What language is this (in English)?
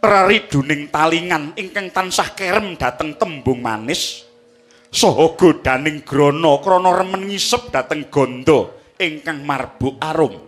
Javanese